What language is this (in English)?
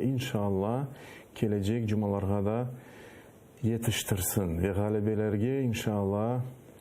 Crimean Tatar